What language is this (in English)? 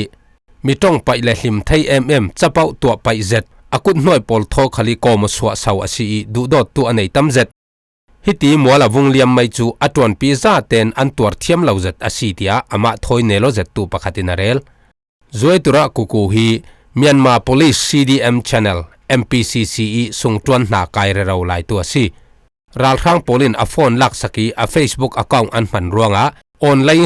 Falam Chin